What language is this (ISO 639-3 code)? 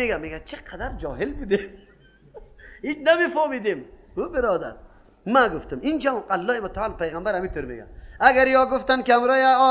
fas